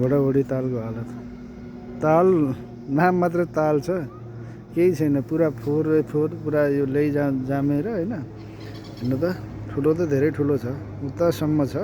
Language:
Nepali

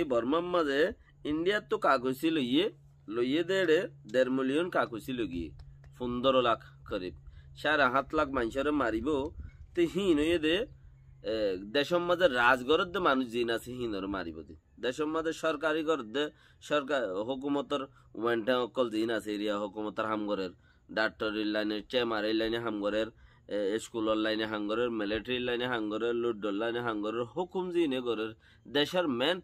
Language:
Rohingya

